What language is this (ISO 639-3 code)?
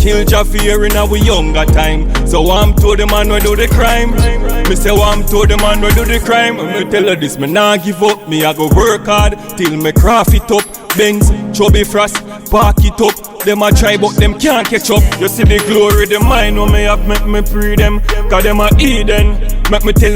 jam